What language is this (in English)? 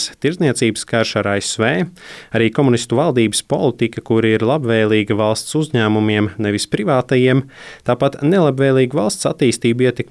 Latvian